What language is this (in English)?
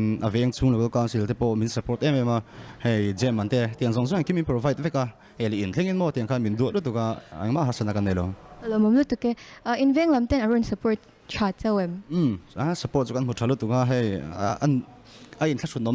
Mizo